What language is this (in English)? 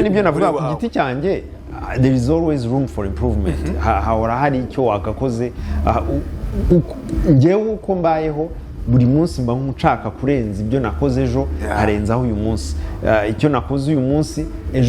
Kinyarwanda